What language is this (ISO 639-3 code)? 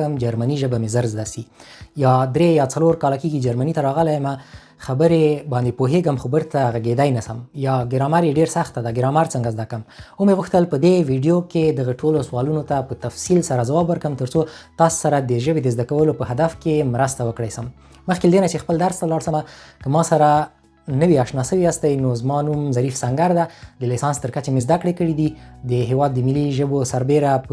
pus